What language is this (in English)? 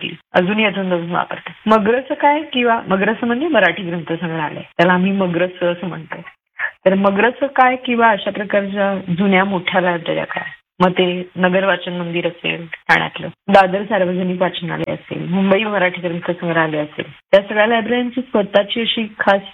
Marathi